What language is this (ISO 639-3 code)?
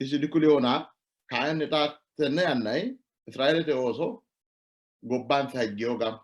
sid